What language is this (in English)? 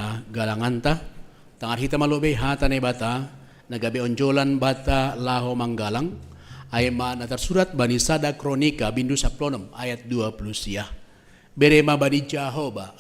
Batak Simalungun